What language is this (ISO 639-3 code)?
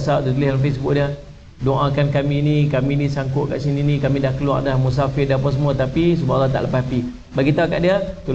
msa